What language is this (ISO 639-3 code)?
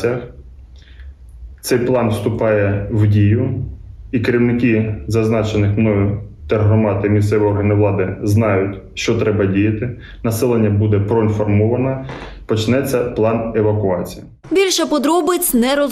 ukr